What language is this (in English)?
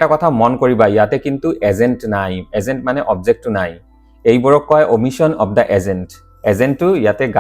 Assamese